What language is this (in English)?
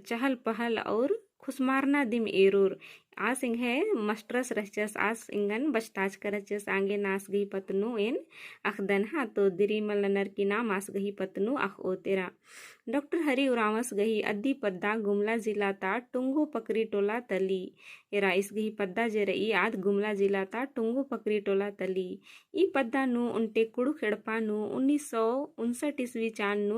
Kurukh